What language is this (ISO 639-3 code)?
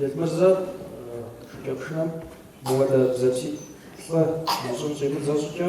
kbd